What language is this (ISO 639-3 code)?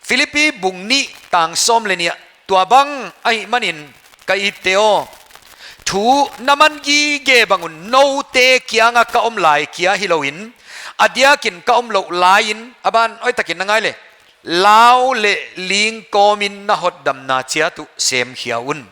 pck